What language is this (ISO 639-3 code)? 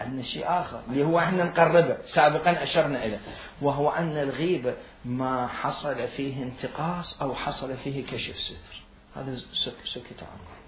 acm